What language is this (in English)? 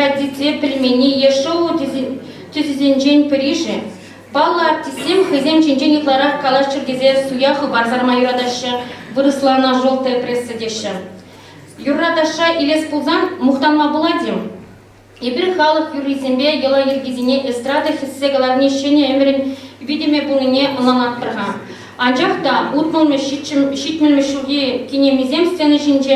Chuvash